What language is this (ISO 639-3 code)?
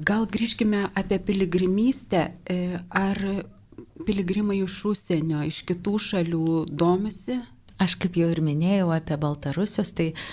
lit